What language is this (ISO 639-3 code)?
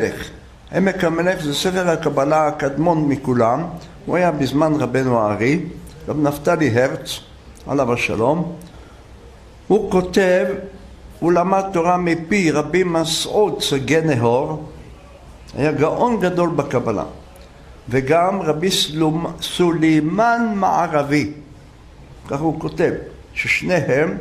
heb